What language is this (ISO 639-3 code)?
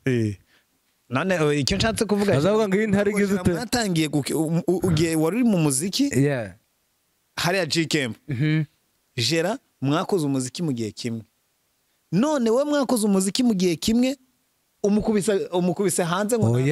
kin